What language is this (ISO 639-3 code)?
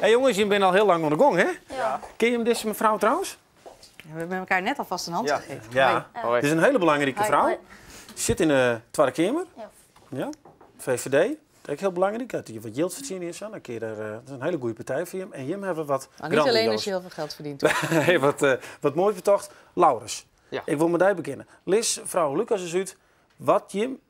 fry